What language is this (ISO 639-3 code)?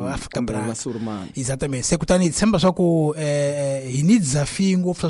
tso